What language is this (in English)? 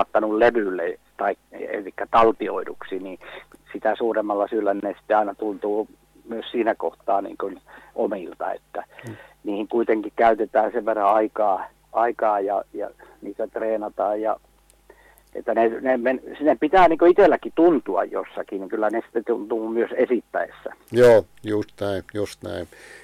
Finnish